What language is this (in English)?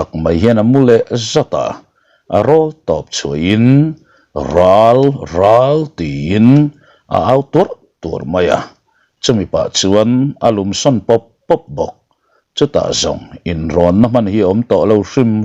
Mizo